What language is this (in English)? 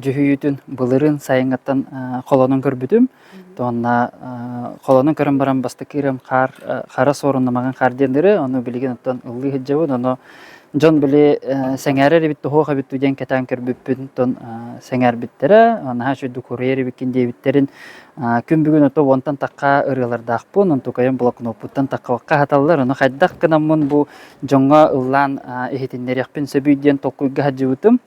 Yakut